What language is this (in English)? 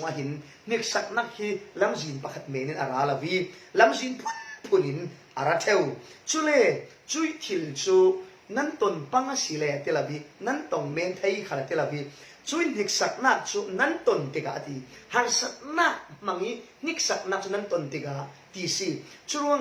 Falam Chin